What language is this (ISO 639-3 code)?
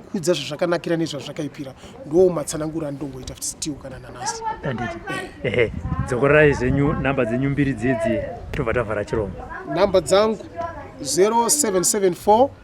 sna